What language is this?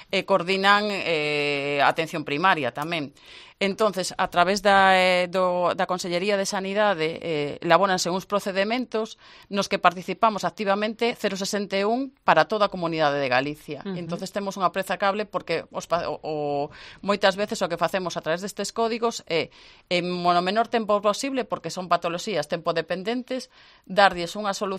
Galician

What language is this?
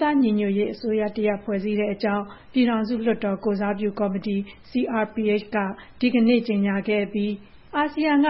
Burmese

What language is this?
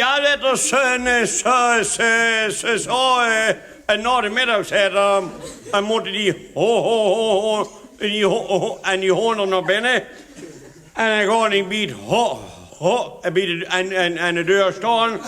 Limburgish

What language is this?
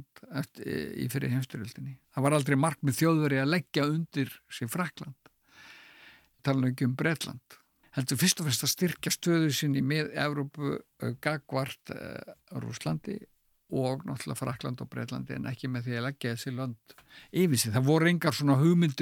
Icelandic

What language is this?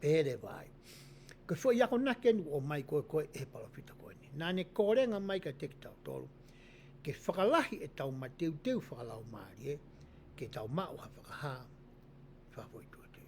Tongan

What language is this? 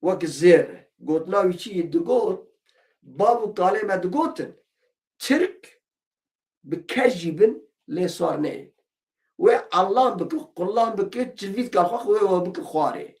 Kurdish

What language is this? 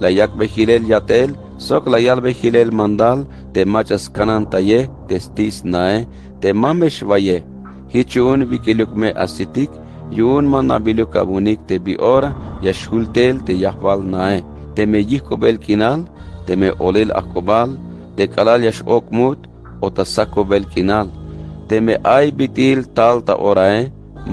Tzeltal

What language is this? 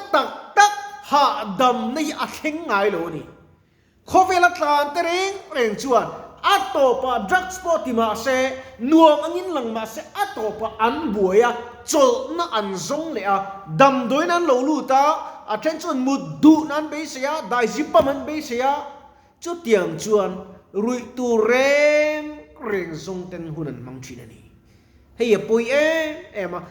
Mizo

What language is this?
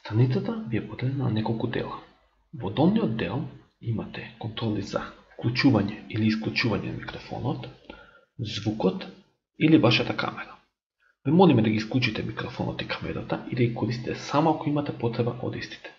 Macedonian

